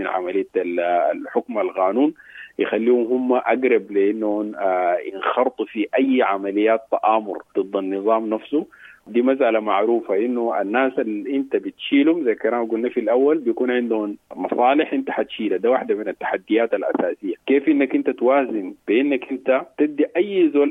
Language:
Sudanese Arabic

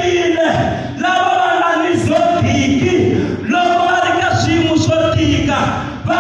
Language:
Tsonga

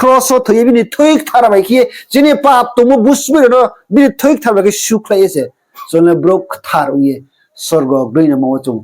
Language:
Riang (India)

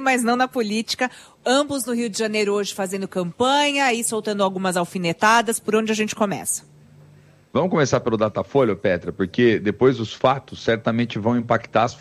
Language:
Portuguese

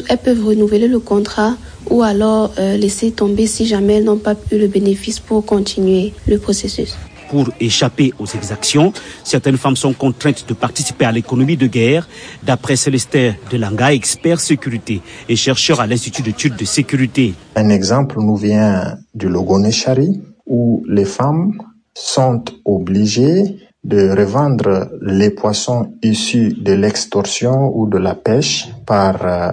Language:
French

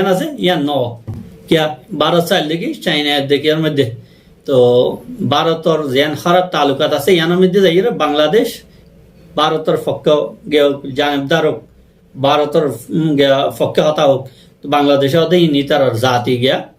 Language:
Rohingya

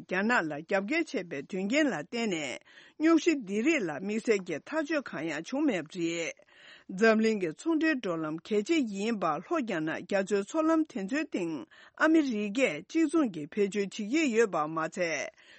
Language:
Tibetan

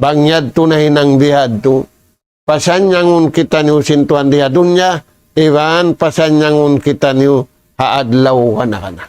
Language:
Tausug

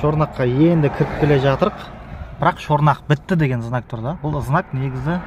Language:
Kazakh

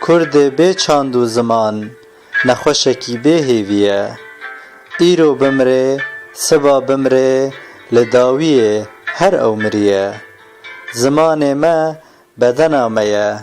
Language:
Kurdish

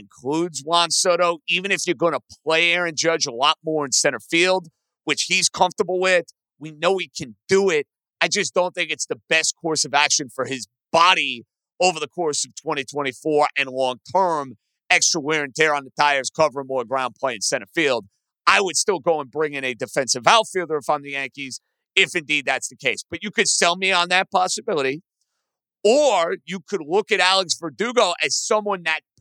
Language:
English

